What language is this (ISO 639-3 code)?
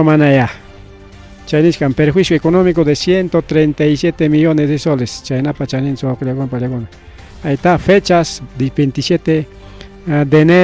quy